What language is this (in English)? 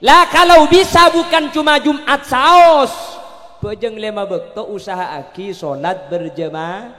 Madurese